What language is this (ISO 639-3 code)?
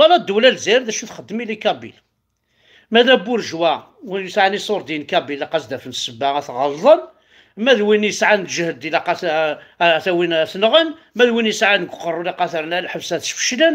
kab